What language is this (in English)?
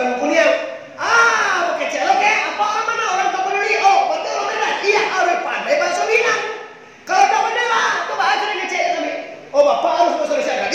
Minangkabau